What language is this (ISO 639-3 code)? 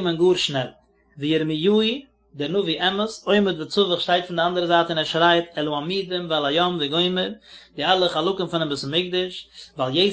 yid